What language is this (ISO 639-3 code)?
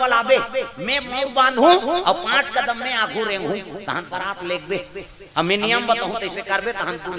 hne